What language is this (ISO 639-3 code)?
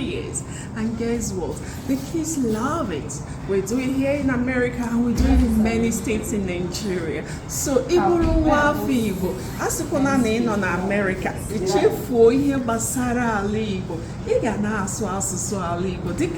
ibo